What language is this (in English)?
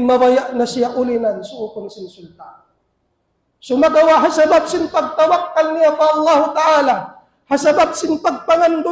Tausug